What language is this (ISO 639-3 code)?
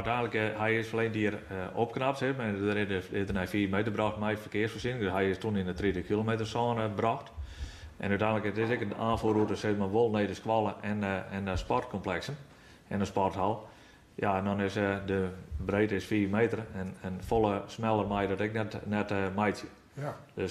fry